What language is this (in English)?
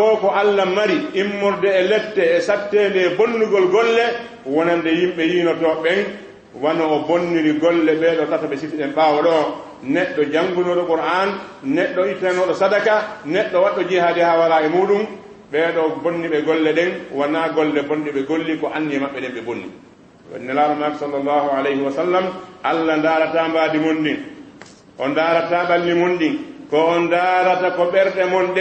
Fula